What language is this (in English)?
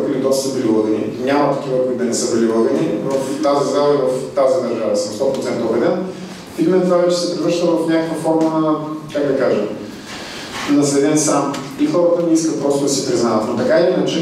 Bulgarian